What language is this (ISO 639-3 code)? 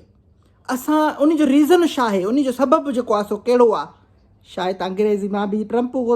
snd